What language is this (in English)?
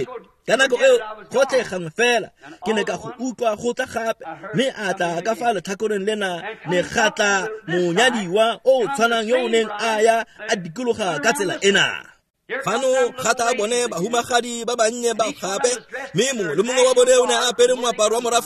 Tswana